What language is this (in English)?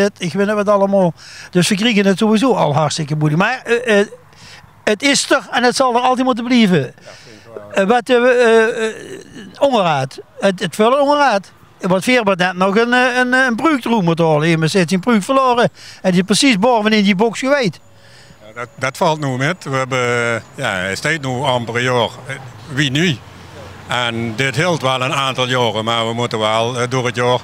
Limburgish